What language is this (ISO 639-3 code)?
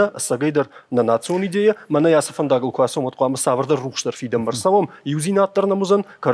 oss